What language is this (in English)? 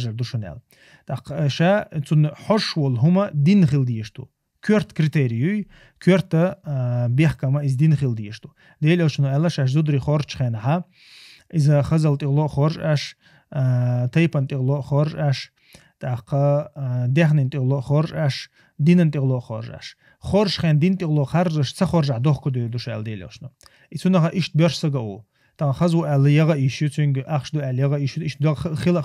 Chechen